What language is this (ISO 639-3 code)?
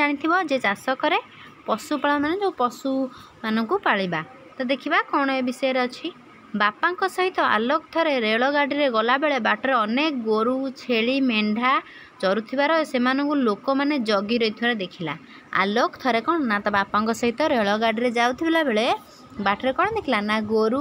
ori